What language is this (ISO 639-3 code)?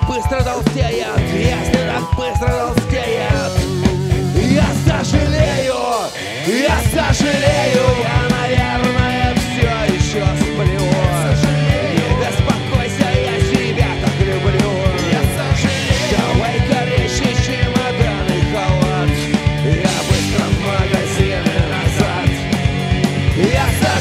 rus